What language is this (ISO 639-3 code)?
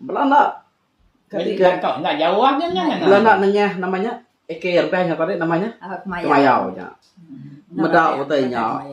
iba